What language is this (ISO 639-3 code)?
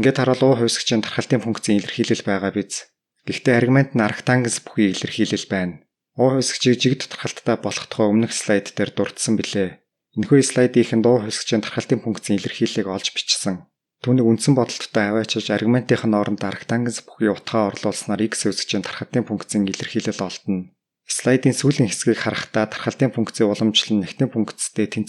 mon